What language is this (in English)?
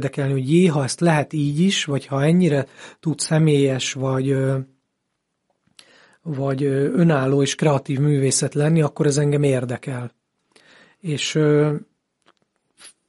Hungarian